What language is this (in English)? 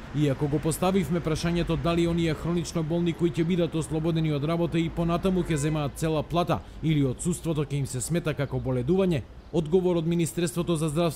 Macedonian